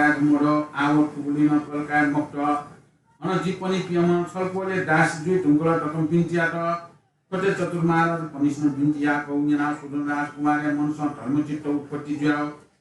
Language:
Newari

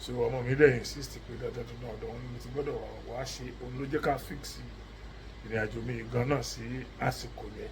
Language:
Yoruba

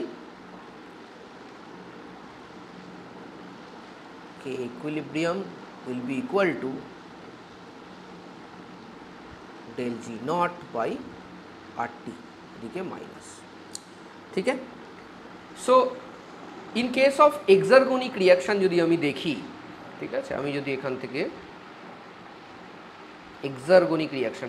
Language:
Bangla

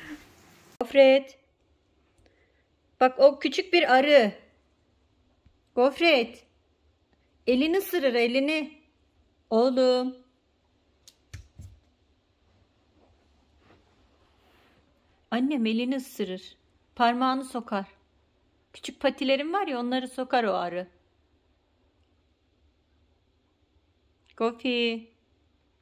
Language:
Turkish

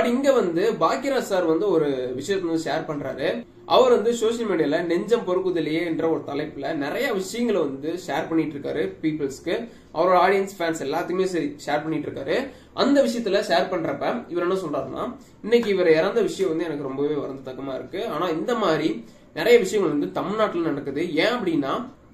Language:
Tamil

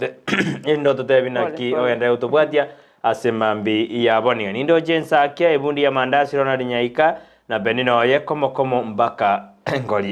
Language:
Gusii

